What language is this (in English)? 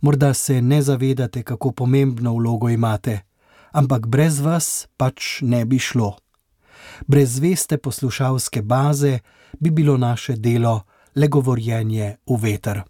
Slovenian